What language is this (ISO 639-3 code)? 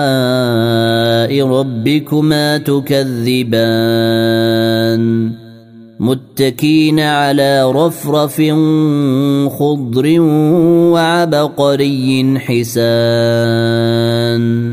ara